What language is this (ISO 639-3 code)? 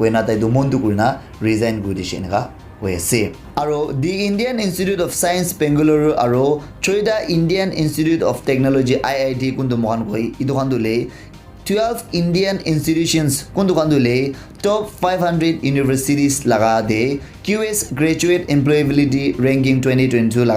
nag